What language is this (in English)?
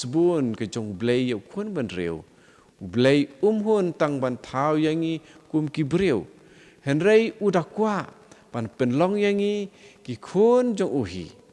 Khasi